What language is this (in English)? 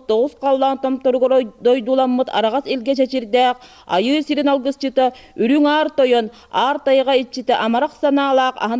Yakut